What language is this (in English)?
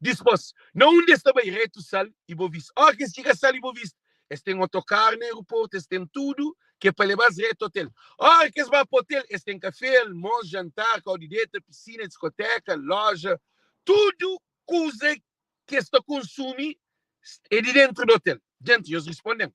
Kabuverdianu